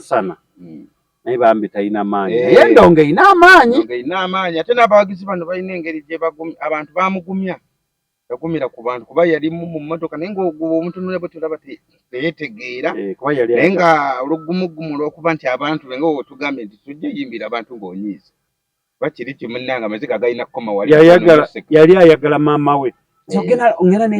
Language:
Ganda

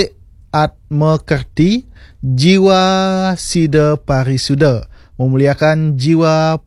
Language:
Balinese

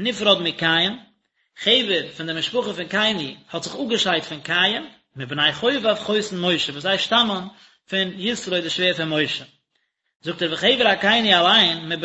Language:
Yiddish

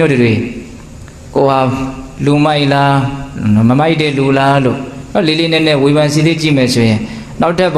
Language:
Burmese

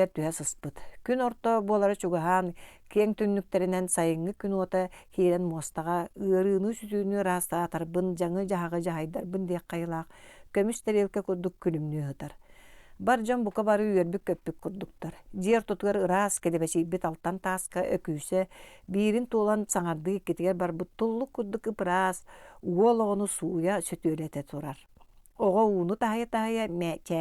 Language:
Yakut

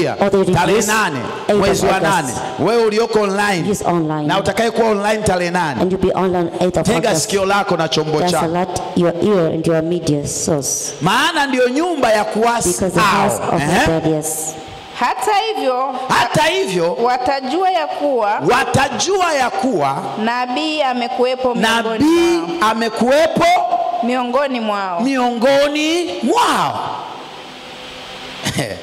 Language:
Swahili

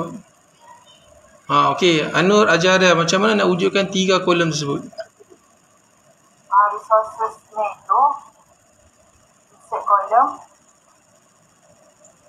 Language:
Malay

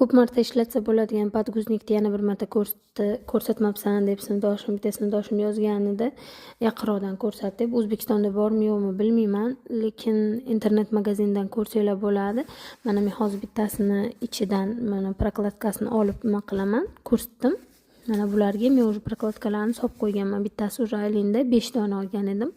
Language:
Uzbek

